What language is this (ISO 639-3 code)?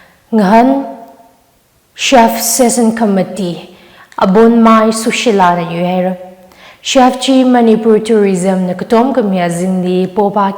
nmf